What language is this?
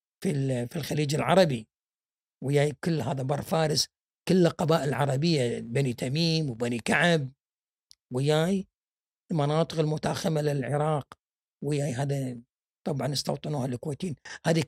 Gulf Arabic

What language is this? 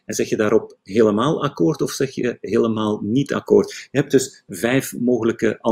Dutch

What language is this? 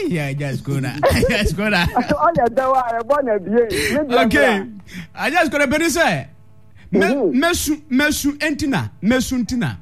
Akan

